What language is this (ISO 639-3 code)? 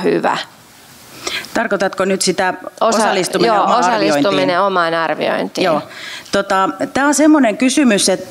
fin